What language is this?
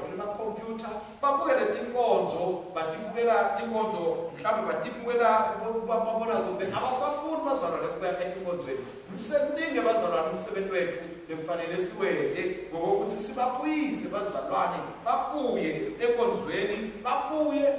Swati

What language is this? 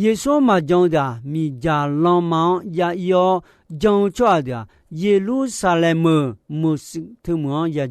Akha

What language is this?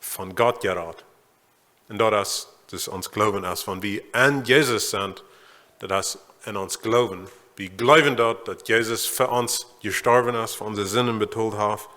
Plautdietsch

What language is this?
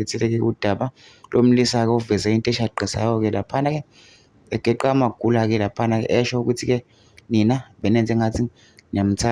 Zulu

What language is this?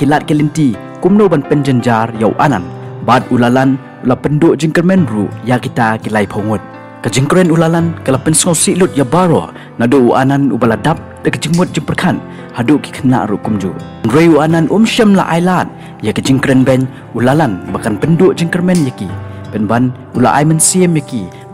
Khasi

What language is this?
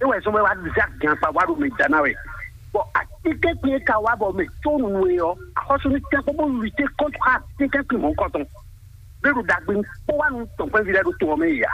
Fon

